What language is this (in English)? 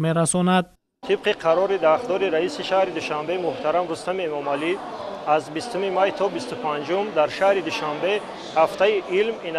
Tajik